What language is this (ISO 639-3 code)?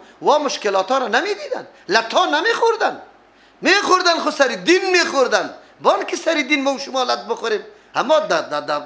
fas